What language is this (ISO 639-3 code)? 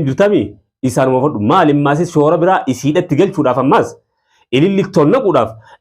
orm